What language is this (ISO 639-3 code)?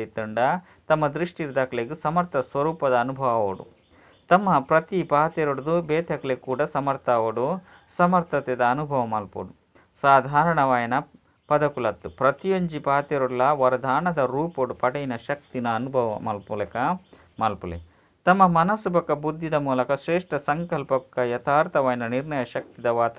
tcy